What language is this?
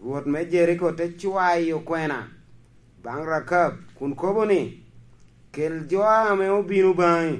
Lango (Uganda)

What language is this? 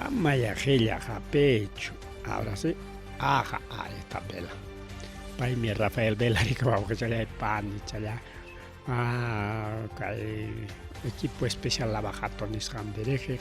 Ayacucho Quechua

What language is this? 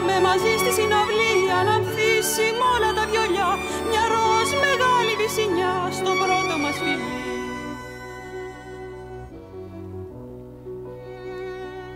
Greek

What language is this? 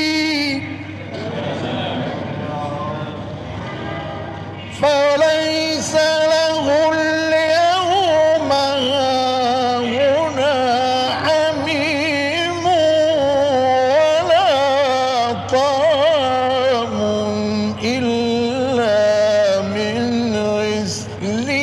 Arabic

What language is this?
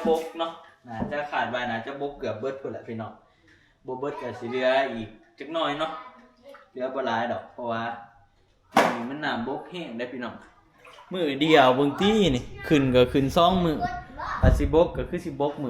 Northeastern Thai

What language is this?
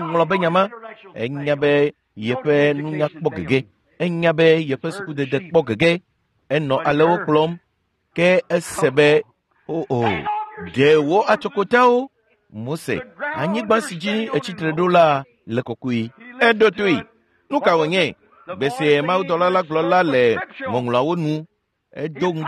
Ewe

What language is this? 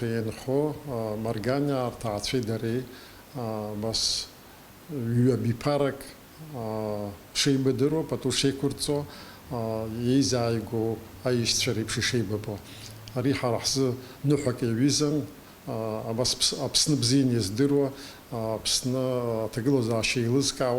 Abkhazian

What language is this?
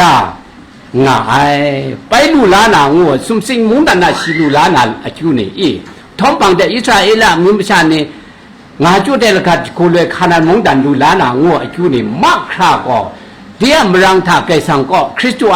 Kachin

